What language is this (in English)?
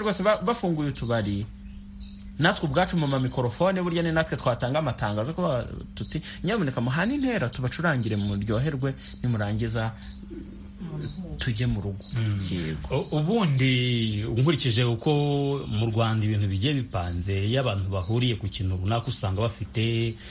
Kinyarwanda